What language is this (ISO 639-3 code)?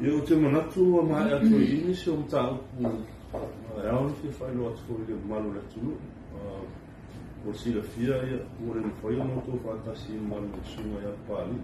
smo